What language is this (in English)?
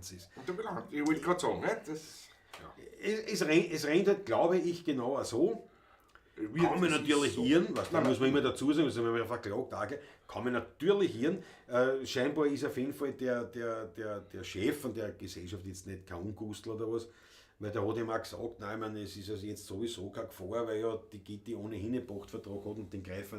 Bavarian